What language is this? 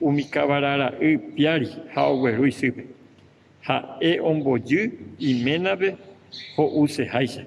Guarani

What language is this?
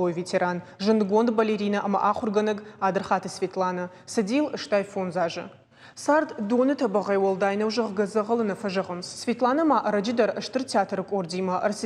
Ossetic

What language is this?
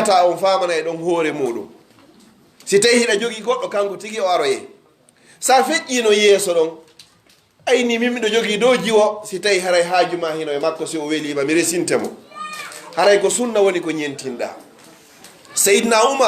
Pular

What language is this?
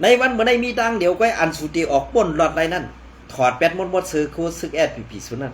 Shan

